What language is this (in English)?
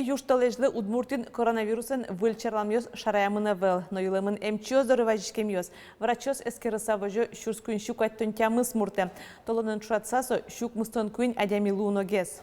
Udmurt